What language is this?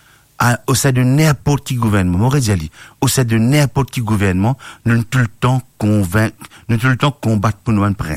Morisyen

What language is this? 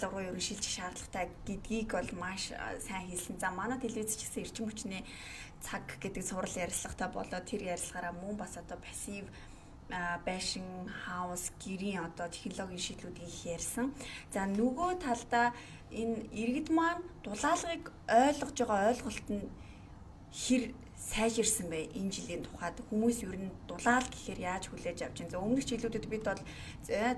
Mongolian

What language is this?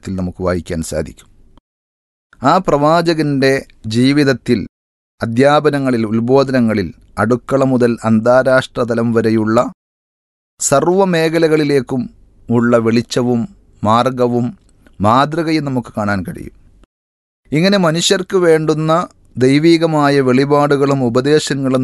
Malayalam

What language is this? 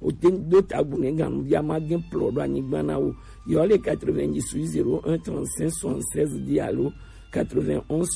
Gen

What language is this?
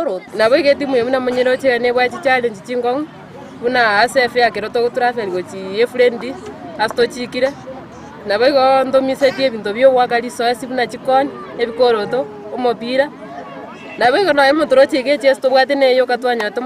Gusii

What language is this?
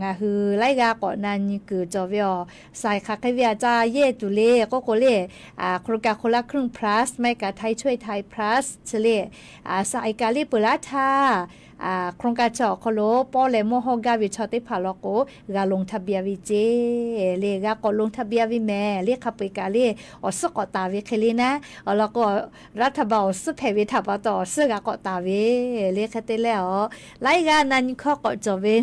Lahu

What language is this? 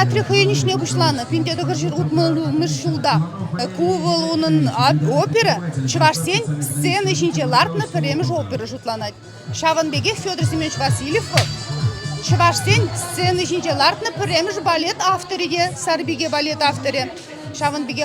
Chuvash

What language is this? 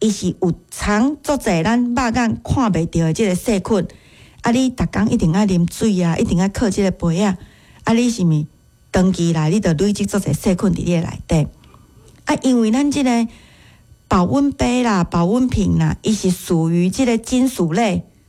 Min Nan Chinese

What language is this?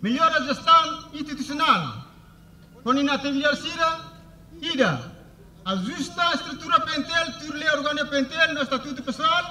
Tetum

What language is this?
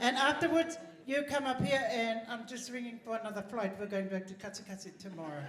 Māori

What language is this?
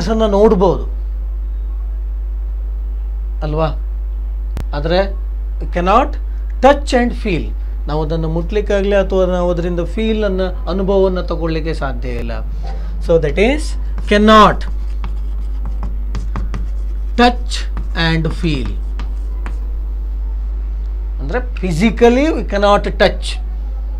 Kannada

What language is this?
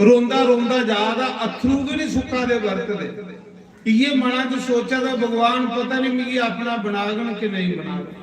Dogri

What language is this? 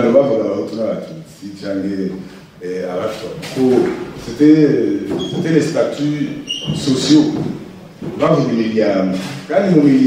Rundi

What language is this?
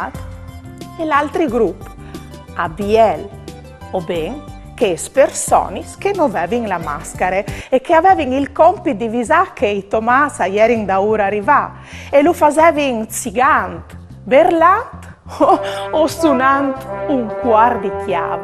Friulian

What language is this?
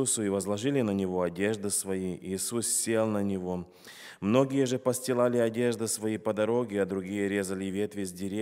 Russian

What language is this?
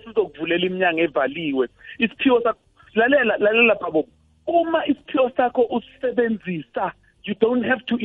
South Ndebele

